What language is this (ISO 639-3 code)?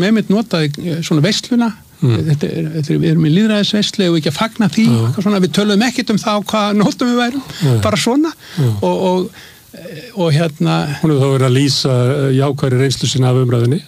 isl